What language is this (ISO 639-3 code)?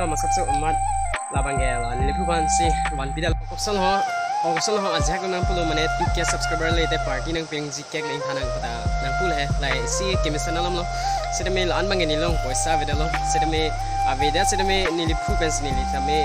mjw